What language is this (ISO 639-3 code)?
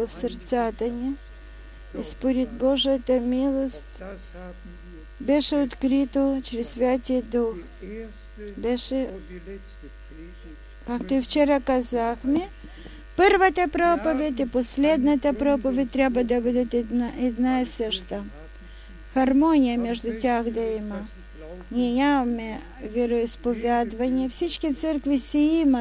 bul